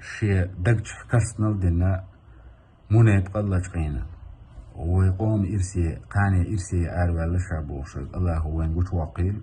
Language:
Chechen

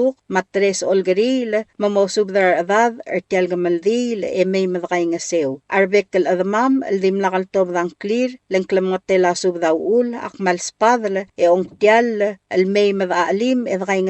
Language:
Palauan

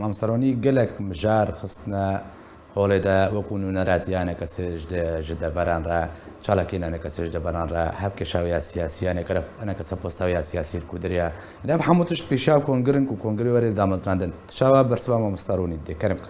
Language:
Kurdish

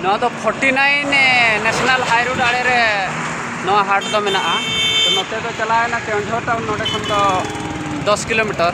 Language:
Santali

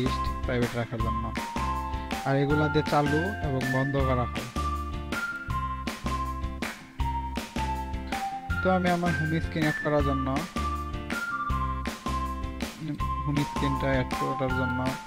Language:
Bangla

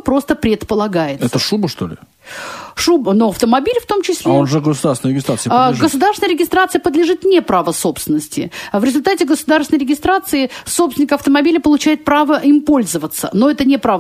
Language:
Russian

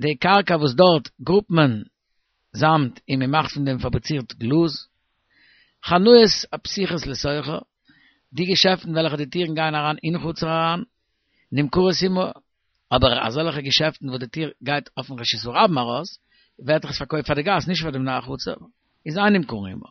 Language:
Yiddish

